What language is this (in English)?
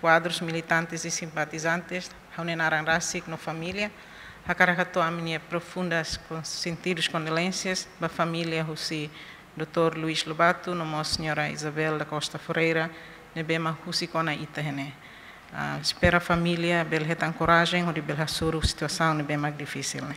Tetum